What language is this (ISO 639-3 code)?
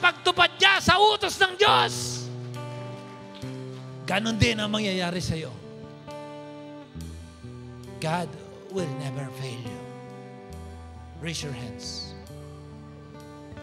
fil